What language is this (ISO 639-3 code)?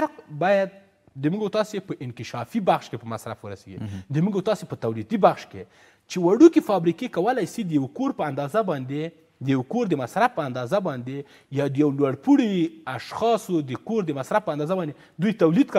pus